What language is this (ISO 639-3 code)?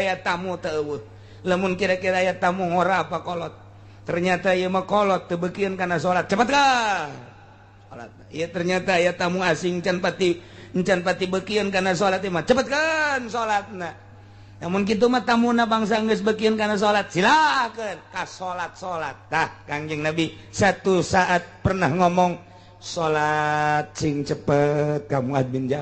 sun